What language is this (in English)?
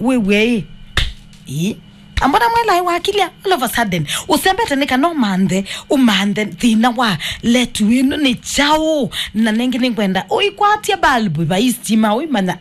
Kamba